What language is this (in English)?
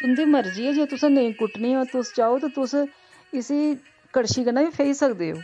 Dogri